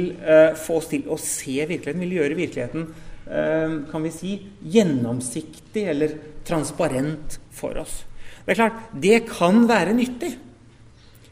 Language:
Norwegian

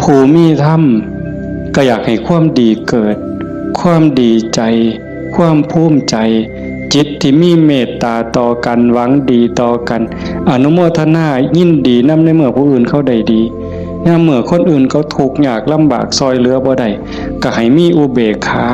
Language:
Northeastern Thai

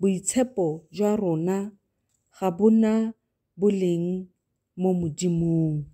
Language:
Tswana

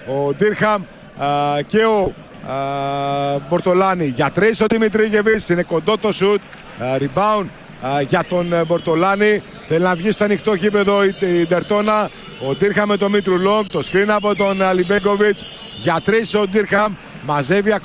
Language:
Greek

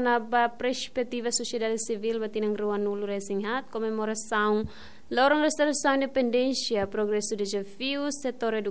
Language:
Tetum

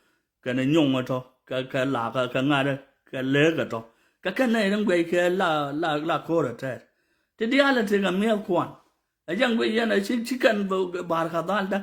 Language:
Nuer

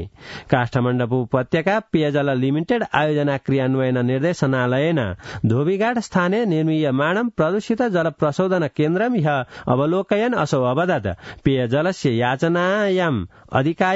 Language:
Sanskrit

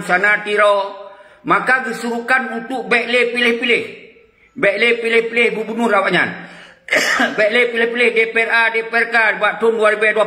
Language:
Achinese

